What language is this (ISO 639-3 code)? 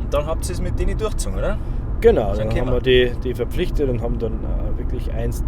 bar